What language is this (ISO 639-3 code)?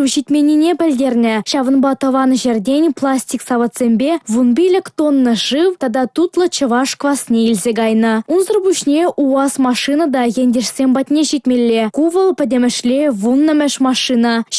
chv